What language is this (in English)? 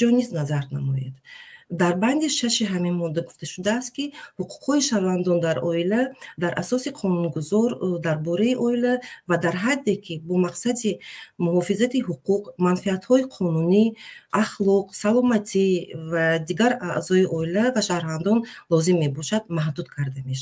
Tajik